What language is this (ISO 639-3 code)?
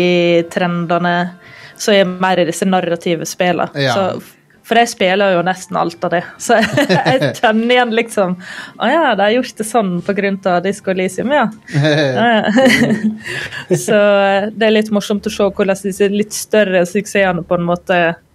nor